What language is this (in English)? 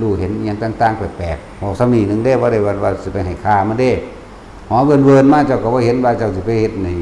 Northeastern Thai